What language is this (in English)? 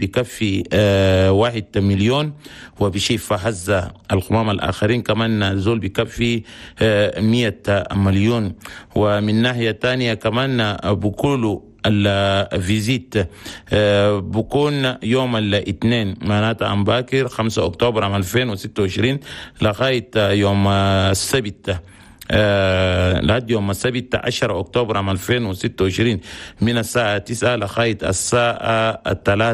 Chadian Arabic